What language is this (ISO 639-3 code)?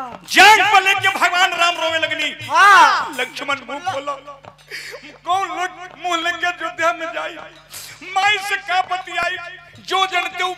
bho